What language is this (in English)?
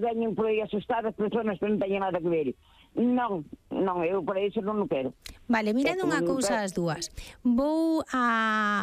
Galician